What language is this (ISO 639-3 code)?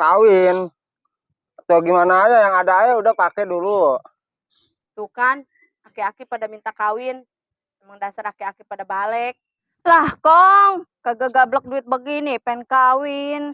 bew